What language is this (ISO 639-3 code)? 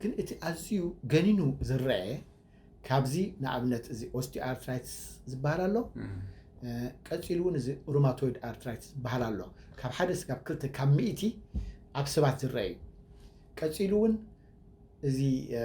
tir